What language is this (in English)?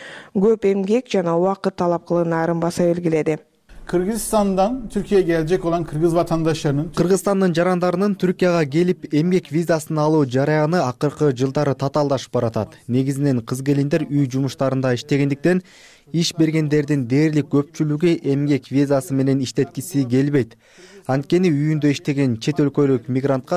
Kyrgyz